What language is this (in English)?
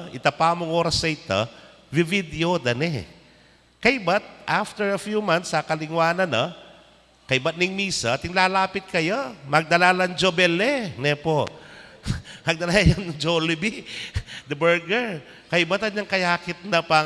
Pampanga